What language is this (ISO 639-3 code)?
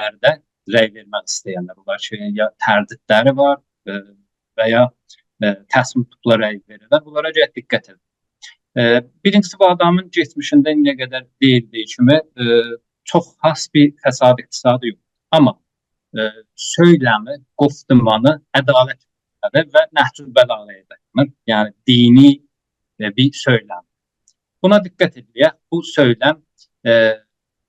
azb